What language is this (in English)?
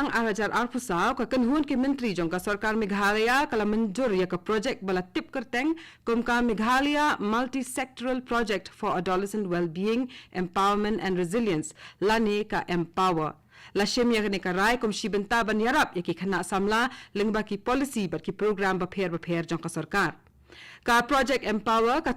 Khasi